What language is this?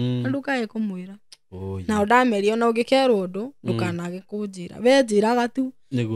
Kikuyu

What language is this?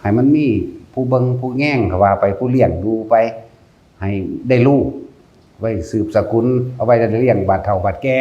Northeastern Thai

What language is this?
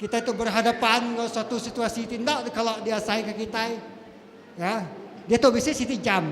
Iban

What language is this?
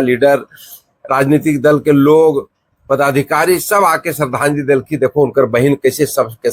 Magahi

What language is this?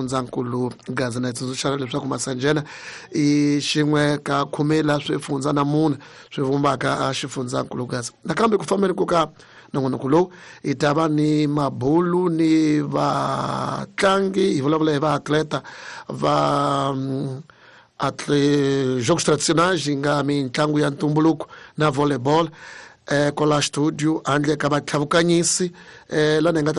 Tsonga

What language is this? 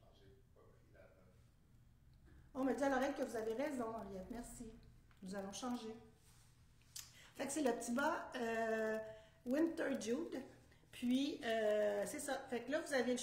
French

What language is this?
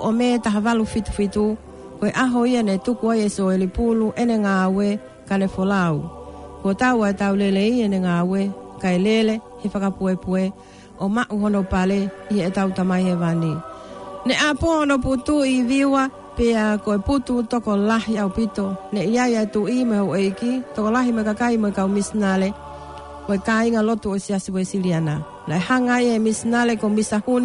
Tongan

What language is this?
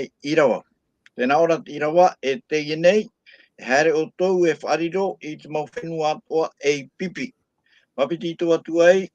Tahitian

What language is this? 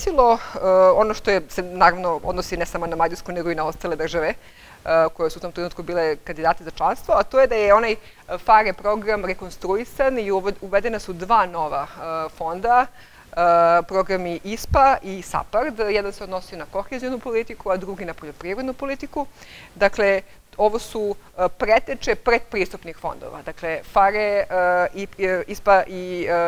Serbian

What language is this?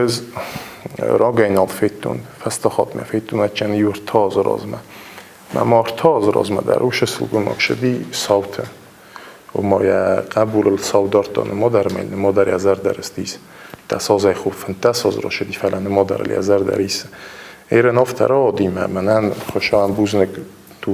Ossetic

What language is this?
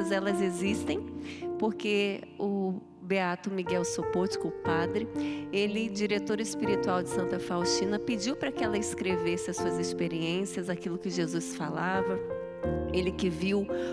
Portuguese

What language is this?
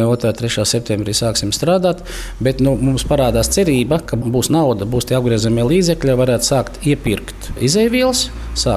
Latvian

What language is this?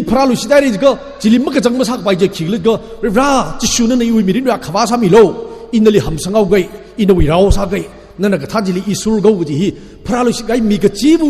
Tangkhul Naga (India)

